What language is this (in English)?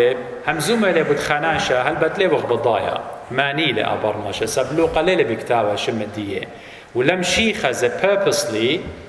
Assyrian Neo-Aramaic